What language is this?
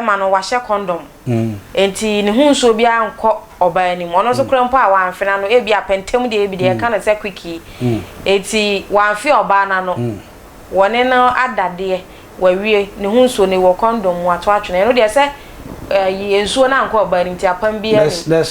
Akan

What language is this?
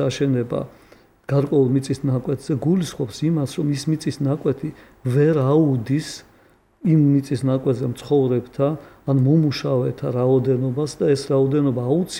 Georgian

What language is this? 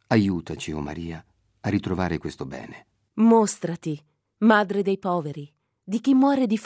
Italian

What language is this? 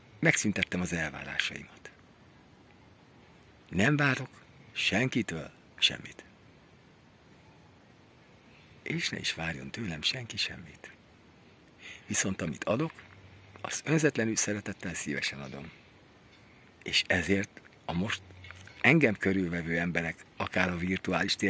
Hungarian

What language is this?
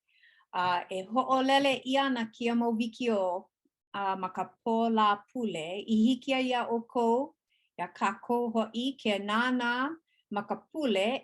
Hawaiian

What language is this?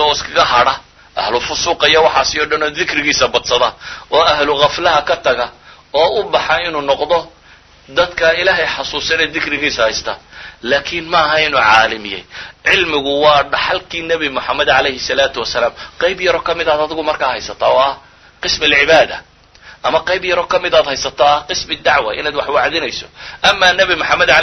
Somali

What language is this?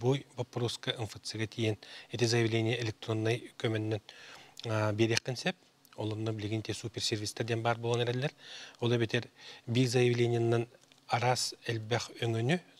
Yakut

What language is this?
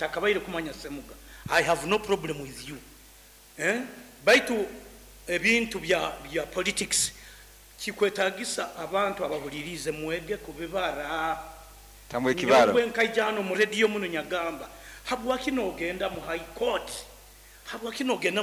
Nyoro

